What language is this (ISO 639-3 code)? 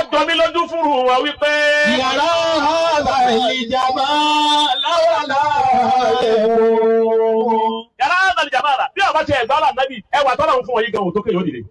yor